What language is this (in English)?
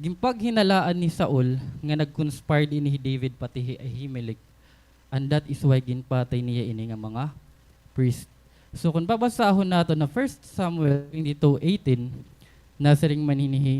Waray